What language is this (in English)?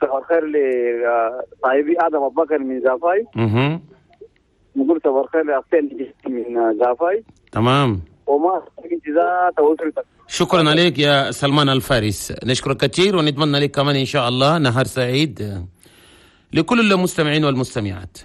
Chadian Arabic